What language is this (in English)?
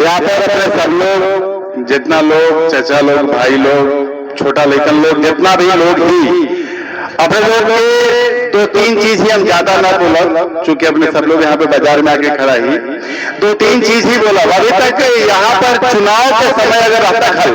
Magahi